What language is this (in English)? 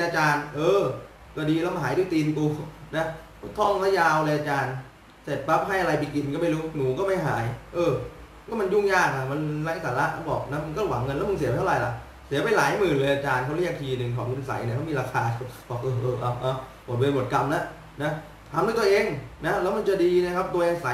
Thai